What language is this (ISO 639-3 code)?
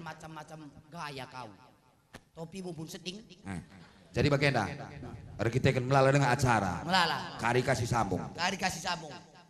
btx